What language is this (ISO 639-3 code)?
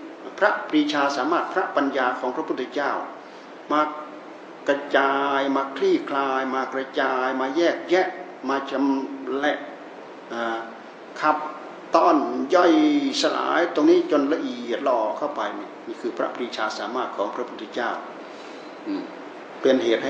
tha